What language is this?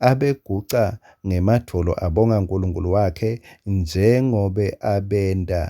Swati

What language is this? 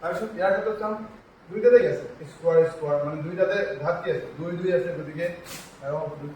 Assamese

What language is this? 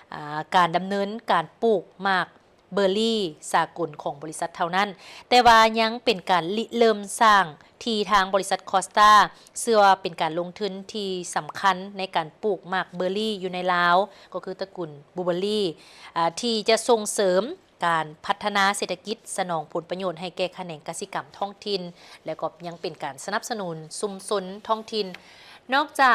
Lao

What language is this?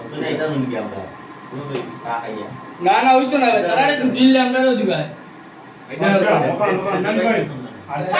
Sylheti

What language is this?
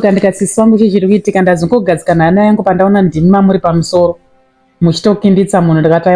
Shona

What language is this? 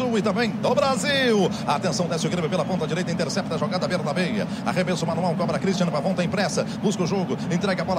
Portuguese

